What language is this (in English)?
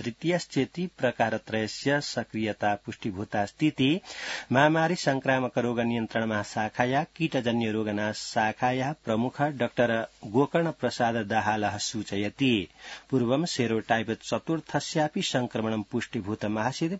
Sanskrit